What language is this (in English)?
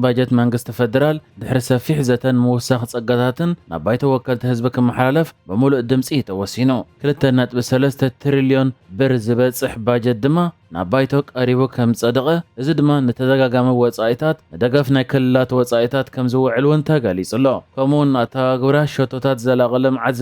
Tigrinya